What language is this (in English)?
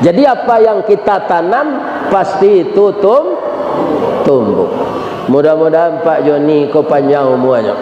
Minangkabau